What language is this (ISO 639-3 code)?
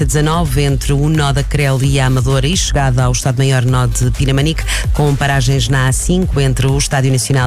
por